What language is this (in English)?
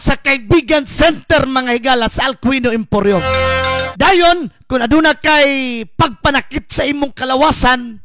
Cebuano